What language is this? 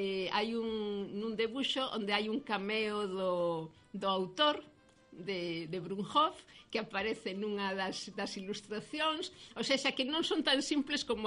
Galician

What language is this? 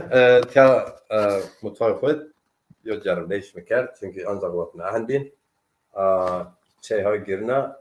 Zaza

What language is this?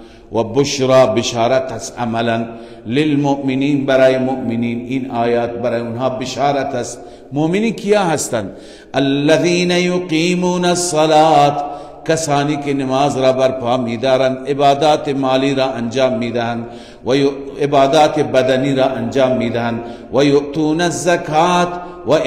Persian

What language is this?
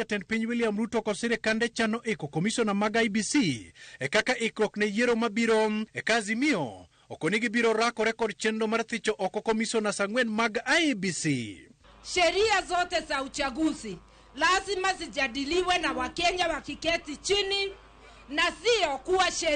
Luo (Kenya and Tanzania)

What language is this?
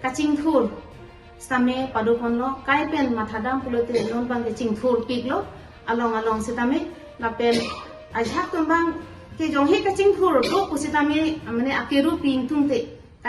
Karbi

